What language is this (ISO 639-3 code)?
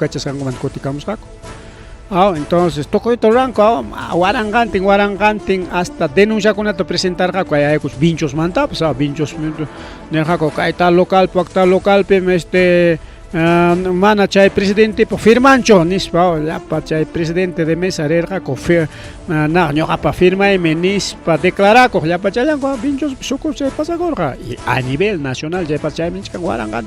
quy